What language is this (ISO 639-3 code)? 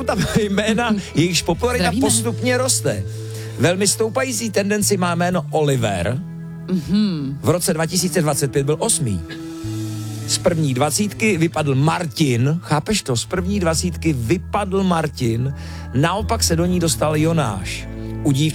ces